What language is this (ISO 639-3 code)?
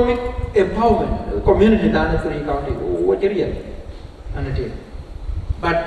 din